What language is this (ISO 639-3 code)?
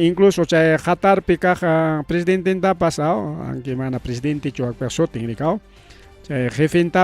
quy